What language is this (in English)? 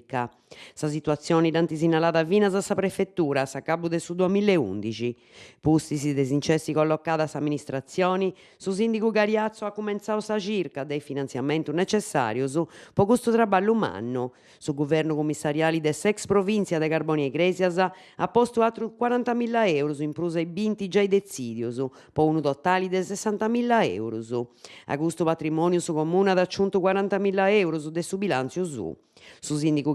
Sardinian